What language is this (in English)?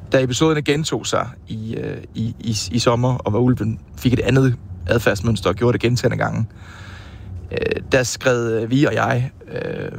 Danish